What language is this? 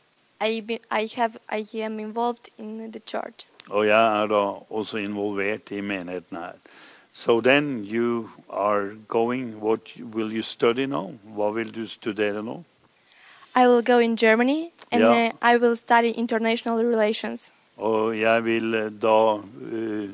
Norwegian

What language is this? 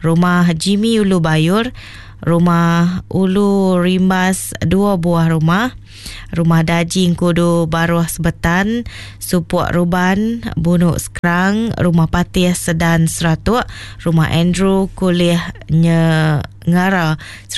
Iban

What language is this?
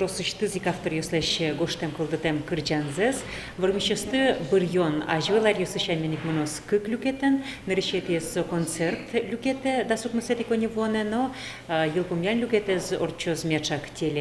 Udmurt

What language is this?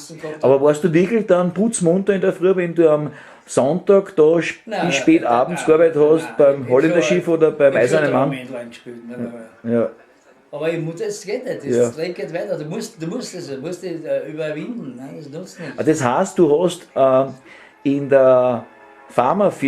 Bavarian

